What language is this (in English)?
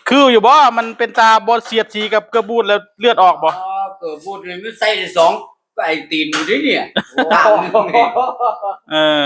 Northeastern Thai